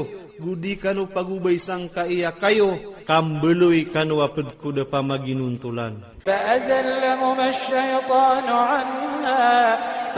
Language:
Iranun (Philippines)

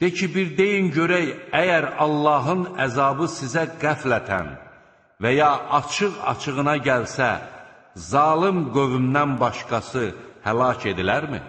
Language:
Azerbaijani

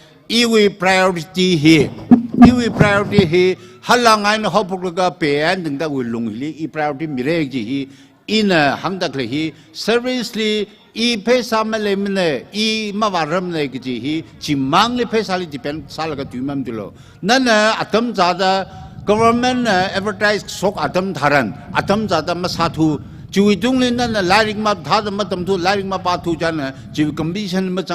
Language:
Tangkhul Naga (India)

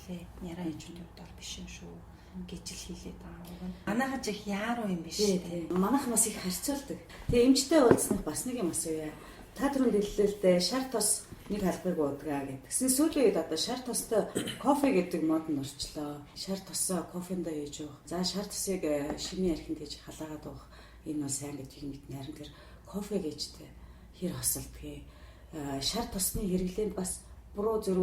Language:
Mongolian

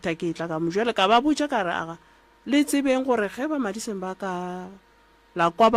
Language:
Northern Sotho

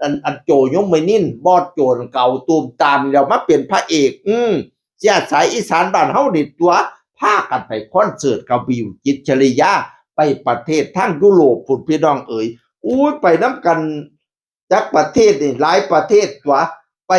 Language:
Northeastern Thai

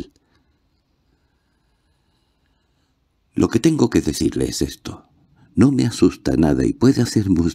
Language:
Spanish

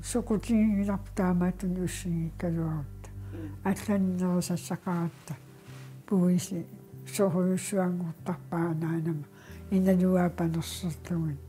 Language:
Kalaallisut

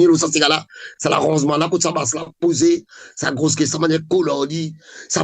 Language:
Morisyen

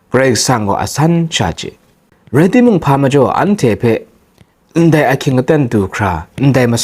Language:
Kachin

